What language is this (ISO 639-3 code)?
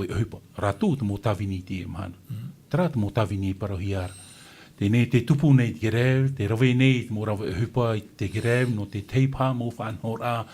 tah